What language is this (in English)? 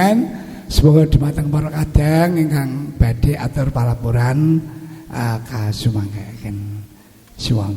Javanese